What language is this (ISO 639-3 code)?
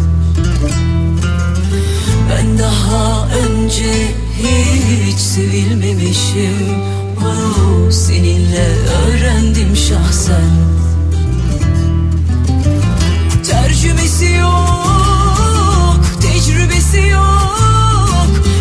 tur